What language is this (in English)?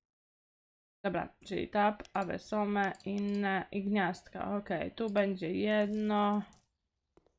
Polish